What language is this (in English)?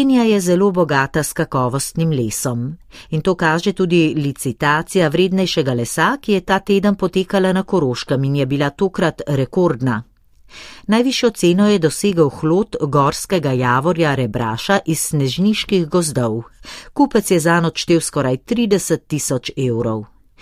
Slovenian